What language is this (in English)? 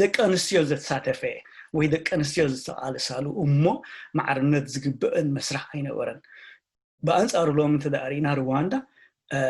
Tigrinya